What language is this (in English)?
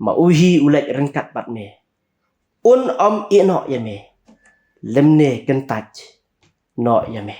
Khasi